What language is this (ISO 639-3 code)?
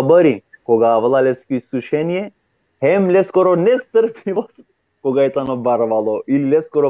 rmn